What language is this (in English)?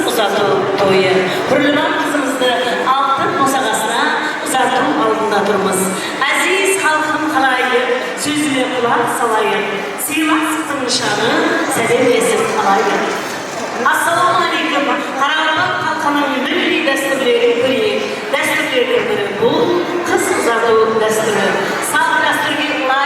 Kara-Kalpak